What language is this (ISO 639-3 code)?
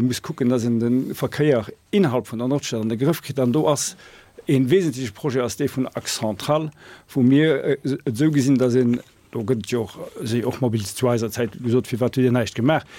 ltz